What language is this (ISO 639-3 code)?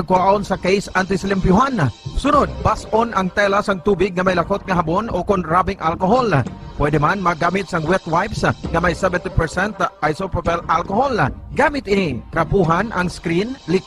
hil